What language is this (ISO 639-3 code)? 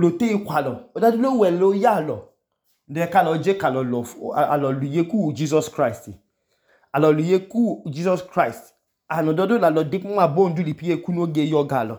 idu